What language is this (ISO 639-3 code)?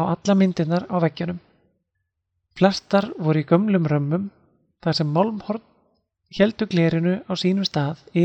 isl